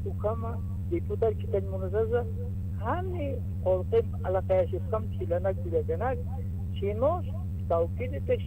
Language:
Aymara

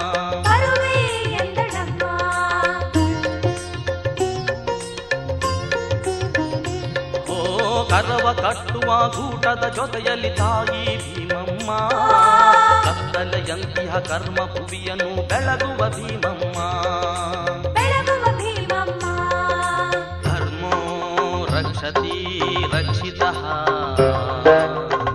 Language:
Kannada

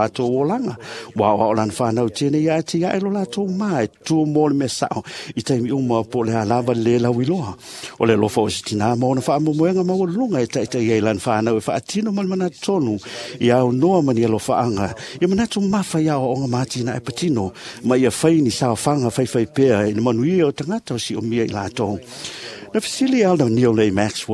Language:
Samoan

